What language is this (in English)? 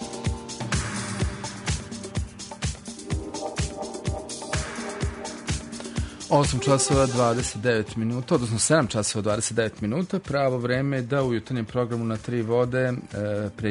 Serbian